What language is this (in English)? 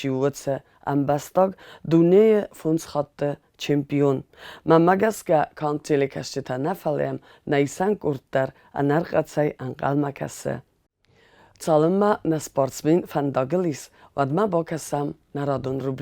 Ossetic